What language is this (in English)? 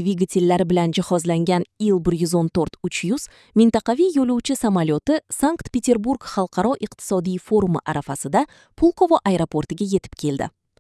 Uzbek